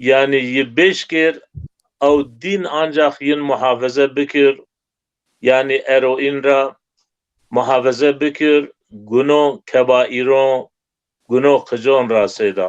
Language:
Zaza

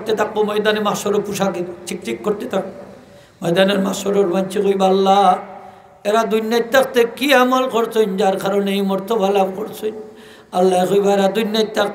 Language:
Sylheti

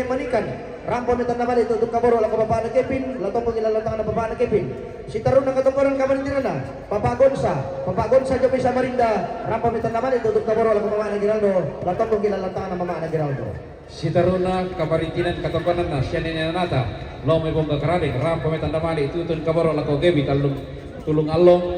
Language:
Toraja-Sa'dan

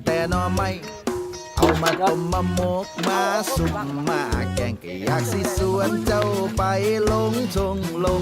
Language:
Lao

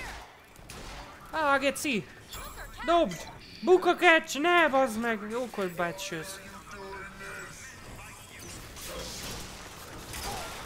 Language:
Hungarian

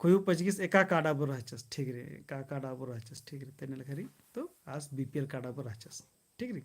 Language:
Kurukh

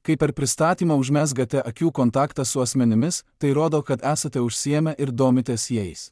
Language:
Lithuanian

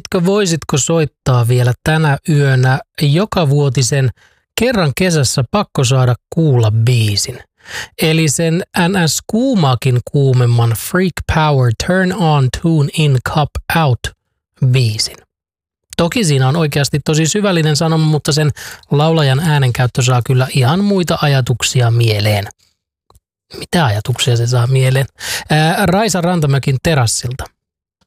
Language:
Finnish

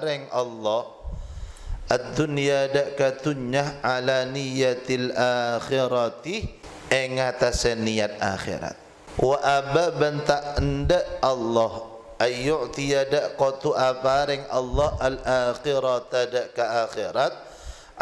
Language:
Madurese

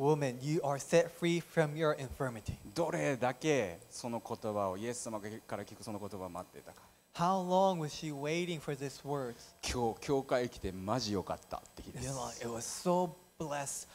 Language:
Japanese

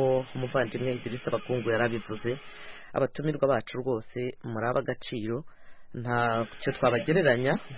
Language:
Kinyarwanda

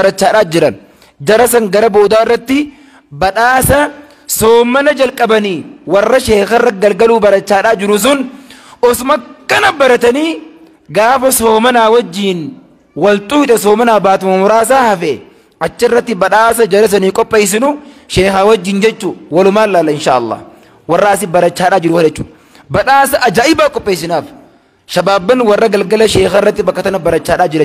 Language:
Oromo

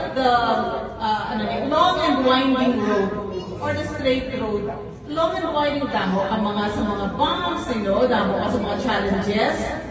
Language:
Hiligaynon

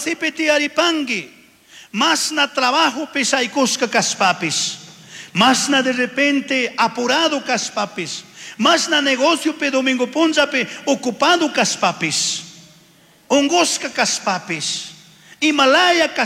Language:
Chimborazo Highland Quichua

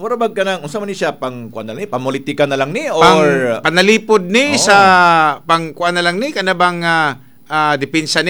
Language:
Cebuano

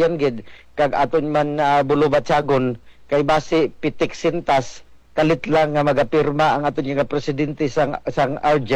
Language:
Hiligaynon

